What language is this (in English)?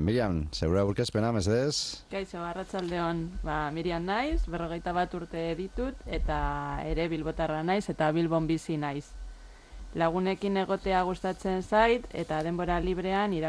Basque